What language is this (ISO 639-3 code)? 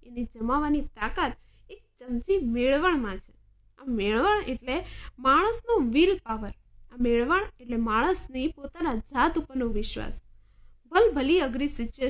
guj